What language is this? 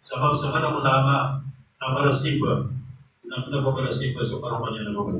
Maranao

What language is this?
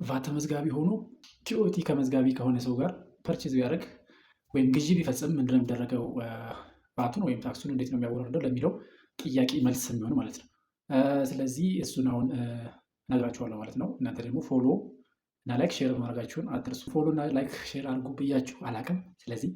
Amharic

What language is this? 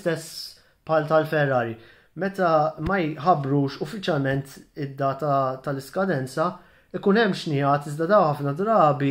Maltese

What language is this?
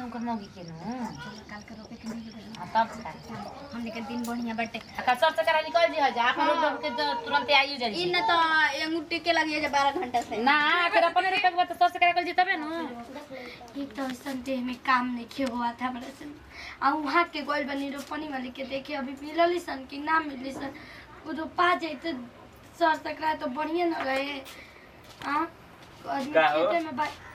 Bhojpuri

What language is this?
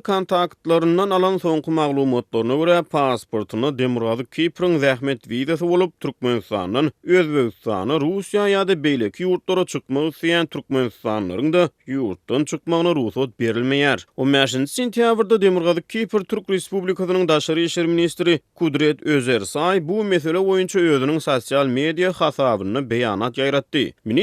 Turkmen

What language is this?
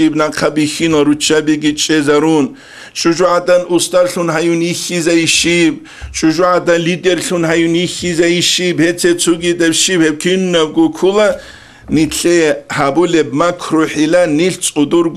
Avaric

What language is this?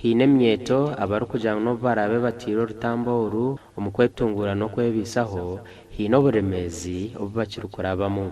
Nyankole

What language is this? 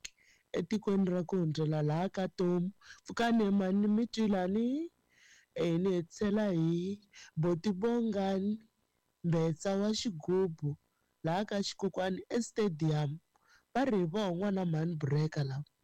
Tsonga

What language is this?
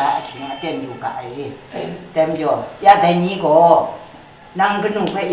Kachin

